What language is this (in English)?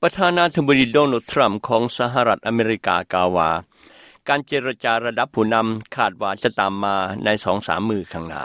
Lao